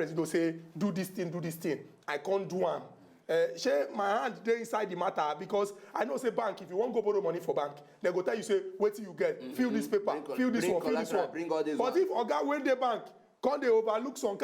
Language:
Nigerian Pidgin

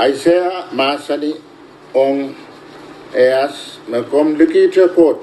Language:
Pohnpeian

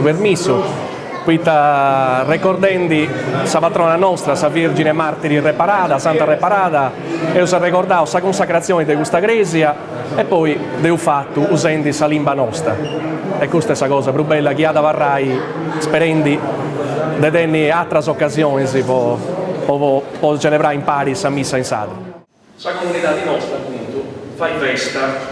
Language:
Sardinian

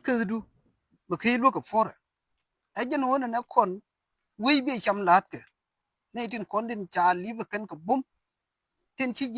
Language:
Nuer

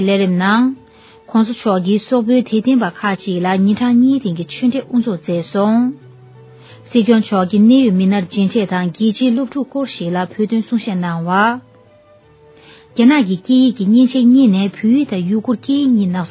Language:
Tibetan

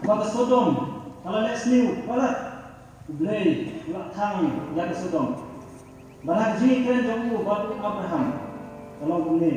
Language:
Khasi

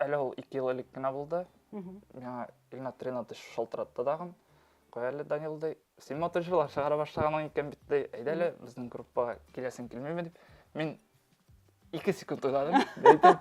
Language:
Tatar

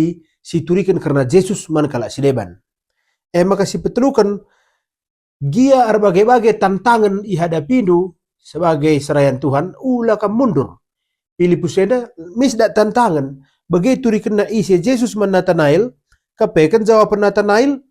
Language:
Batak Karo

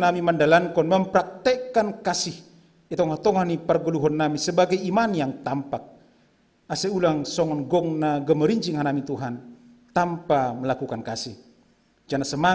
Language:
Batak Simalungun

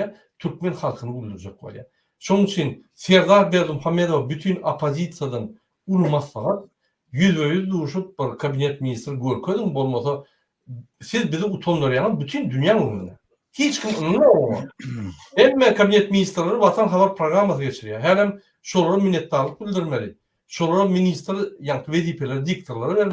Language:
Turkmen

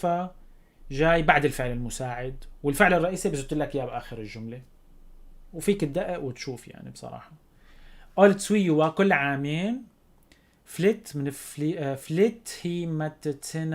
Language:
North Levantine Arabic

